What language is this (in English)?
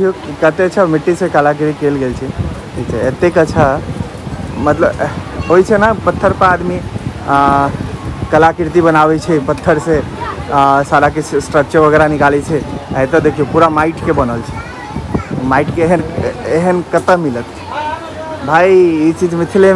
Maithili